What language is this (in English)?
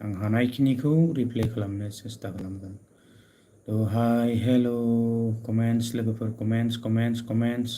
Bodo